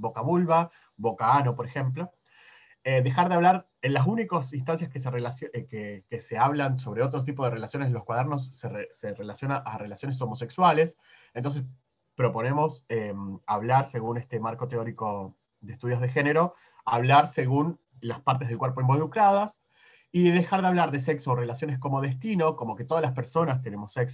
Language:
Spanish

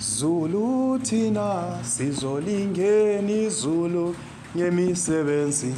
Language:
Zulu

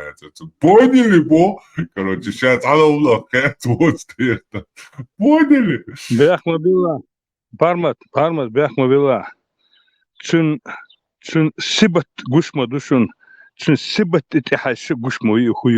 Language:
Chechen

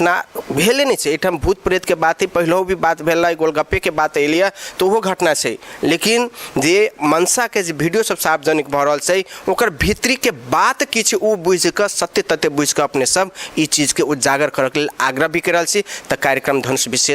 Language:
Maithili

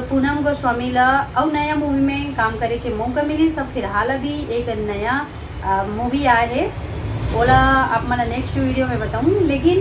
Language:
Chhattisgarhi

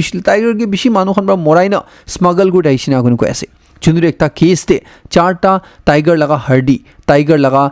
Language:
Naga Pidgin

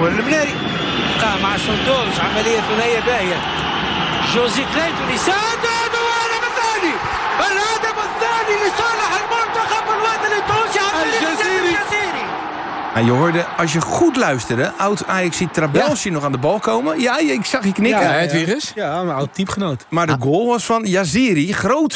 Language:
Dutch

